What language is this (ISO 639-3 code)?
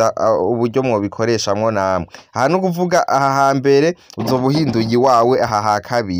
run